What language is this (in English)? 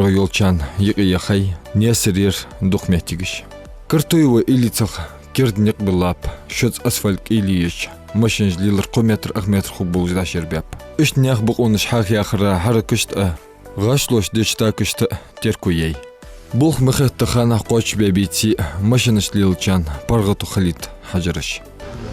Ingush